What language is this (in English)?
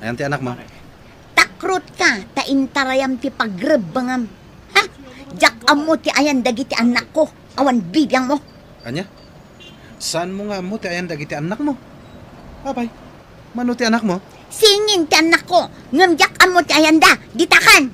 Iloko